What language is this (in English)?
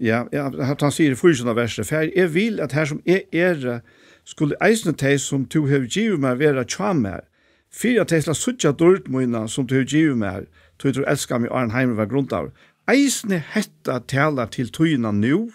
Faroese